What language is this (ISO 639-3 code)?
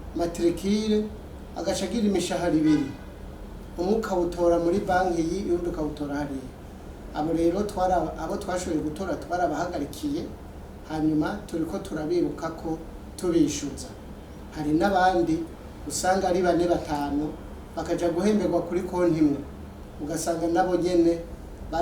run